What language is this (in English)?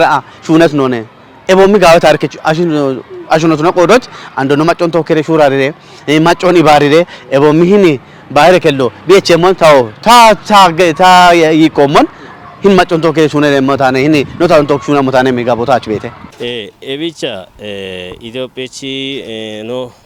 Kafa